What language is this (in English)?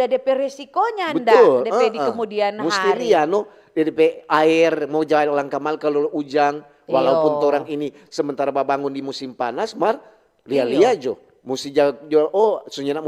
Manado Malay